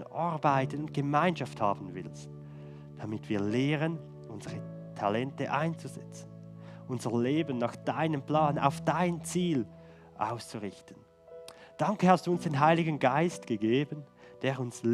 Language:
Swiss German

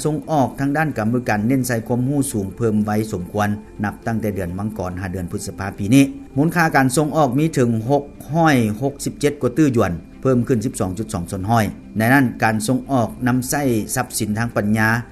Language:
Lao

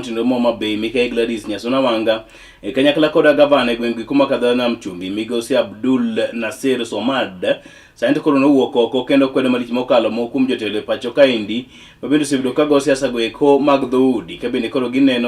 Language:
Luo (Kenya and Tanzania)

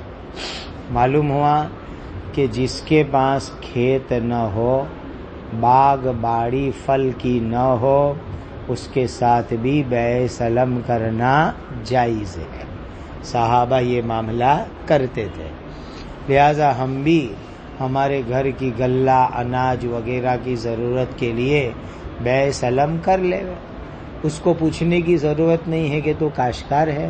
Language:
Urdu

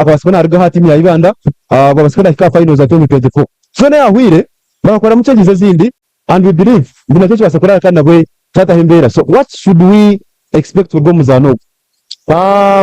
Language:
Nyankole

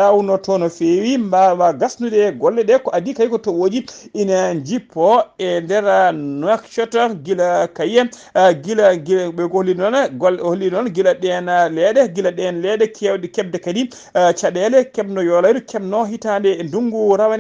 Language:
Fula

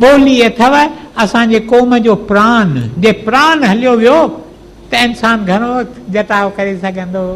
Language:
Sindhi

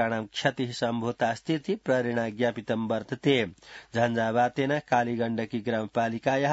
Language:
Sanskrit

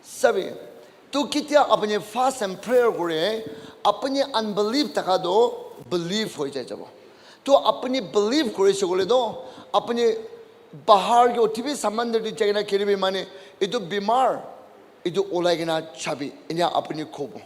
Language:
Naga Pidgin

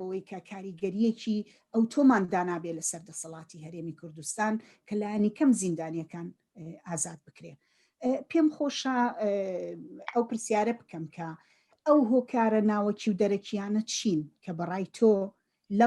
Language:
Central Kurdish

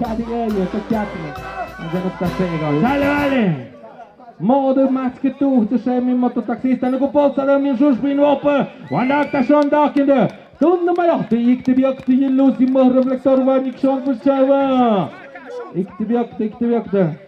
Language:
Tlahuitoltepec Mixe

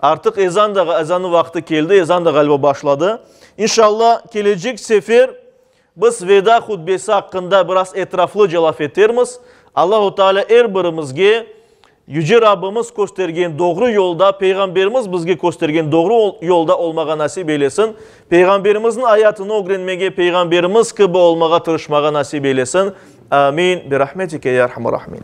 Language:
Crimean Tatar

